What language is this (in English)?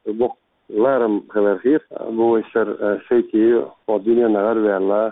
Chechen